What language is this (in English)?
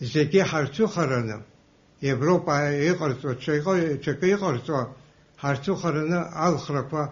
Abkhazian